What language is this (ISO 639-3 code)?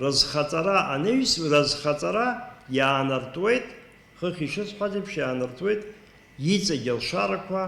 abk